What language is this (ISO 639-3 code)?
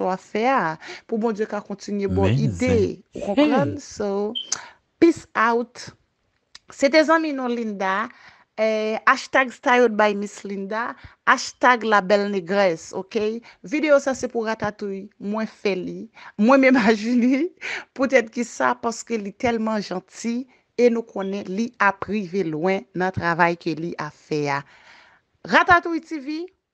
hat